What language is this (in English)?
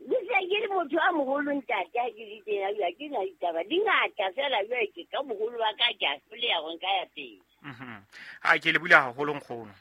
Southern Sotho